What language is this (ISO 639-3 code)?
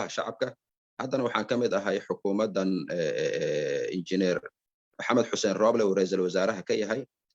som